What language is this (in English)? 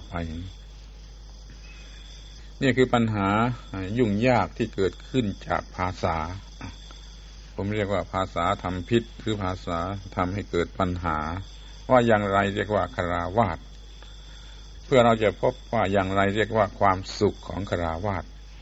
Thai